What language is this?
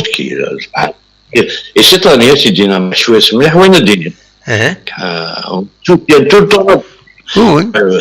Kabyle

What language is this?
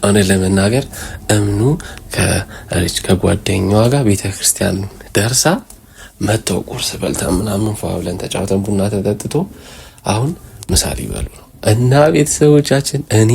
Amharic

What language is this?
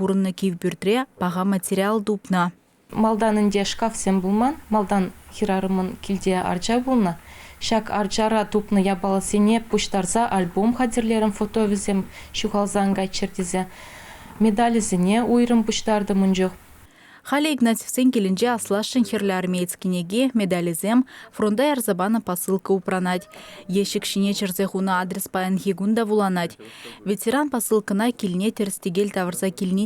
Chuvash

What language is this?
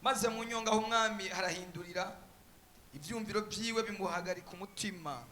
Rundi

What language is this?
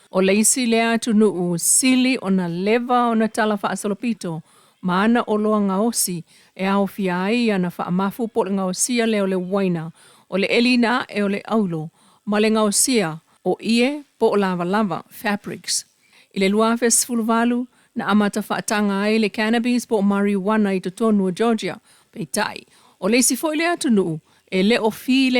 Samoan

